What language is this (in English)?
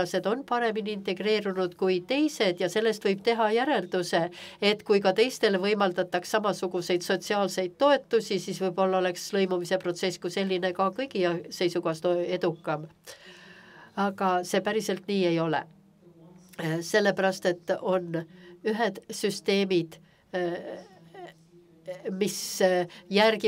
Estonian